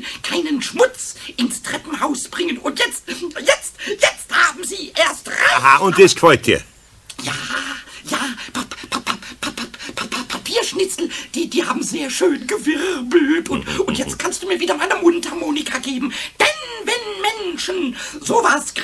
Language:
German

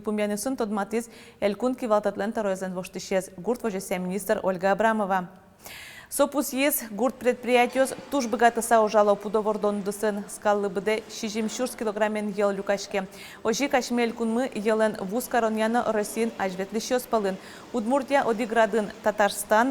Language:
Udmurt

